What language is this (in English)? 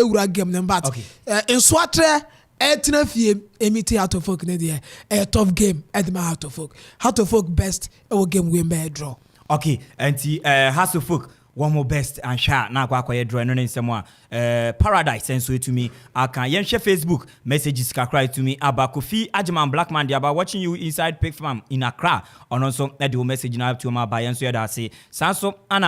Akan